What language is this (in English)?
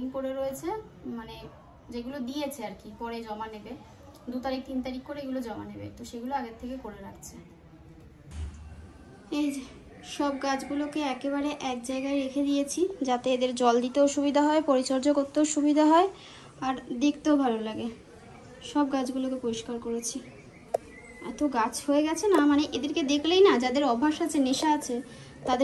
Bangla